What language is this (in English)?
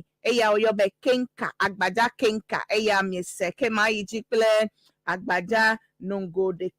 Ewe